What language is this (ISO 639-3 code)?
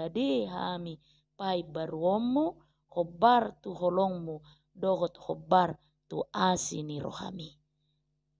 bbc